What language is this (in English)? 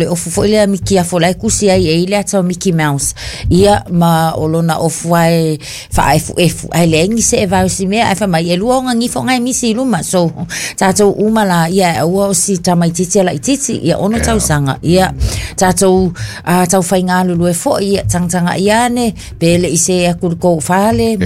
Samoan